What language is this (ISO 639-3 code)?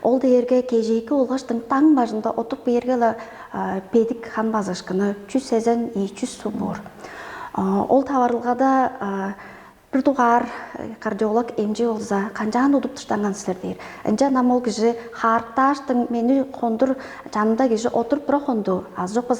tyv